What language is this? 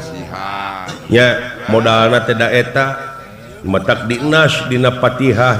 Sundanese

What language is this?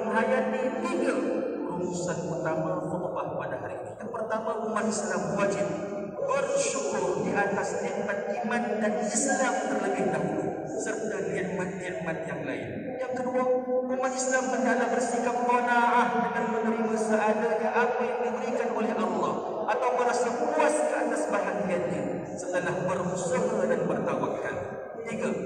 Malay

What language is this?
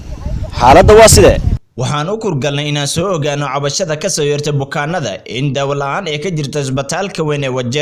Somali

